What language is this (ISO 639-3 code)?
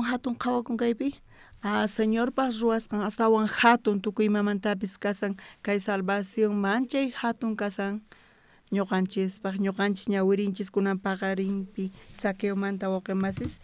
quh